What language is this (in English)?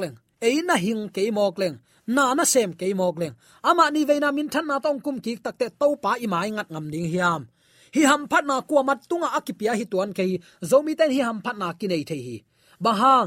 Tedim Chin